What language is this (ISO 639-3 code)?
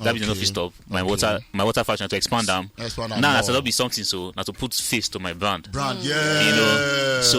pcm